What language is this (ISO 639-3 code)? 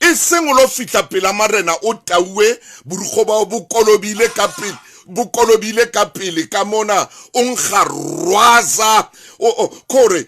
sot